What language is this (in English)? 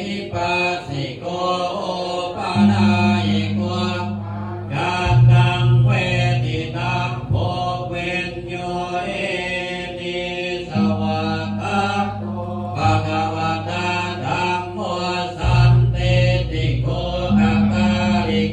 Pali